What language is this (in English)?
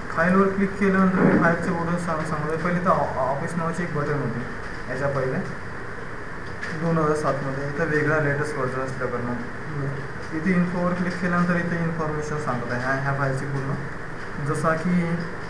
Marathi